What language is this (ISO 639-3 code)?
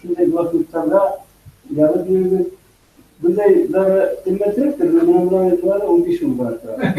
bak